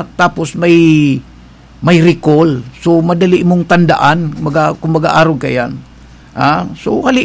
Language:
Bikol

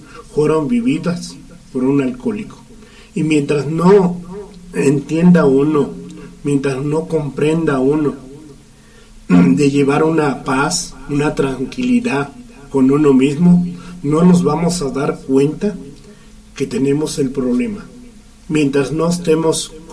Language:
Spanish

